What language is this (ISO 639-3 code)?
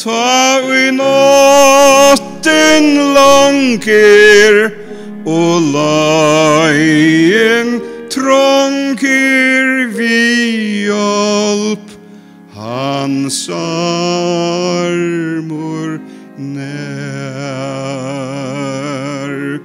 fao